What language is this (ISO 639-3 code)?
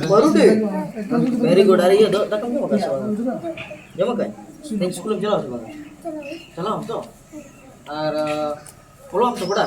sat